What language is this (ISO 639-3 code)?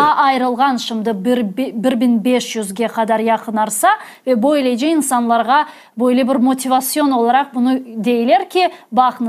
crh